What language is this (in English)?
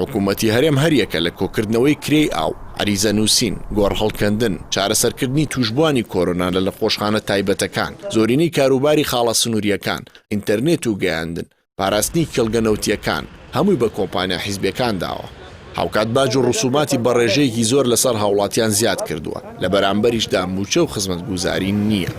Central Kurdish